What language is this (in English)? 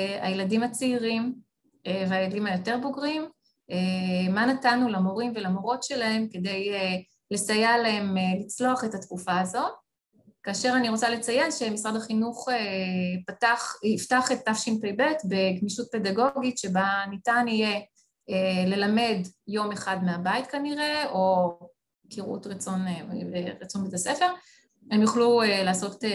Hebrew